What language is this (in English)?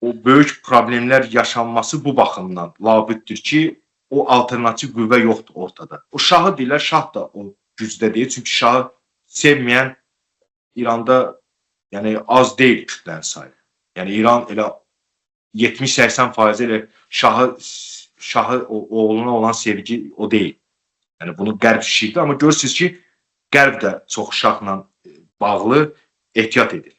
Azerbaijani